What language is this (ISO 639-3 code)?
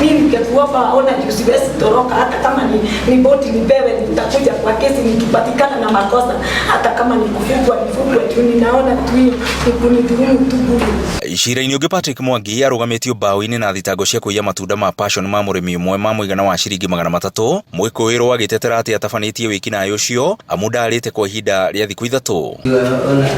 kik